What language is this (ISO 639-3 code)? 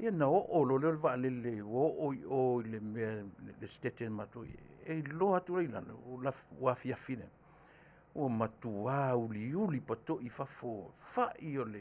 smo